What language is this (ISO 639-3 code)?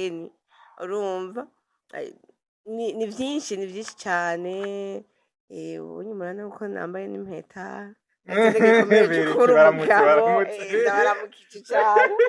run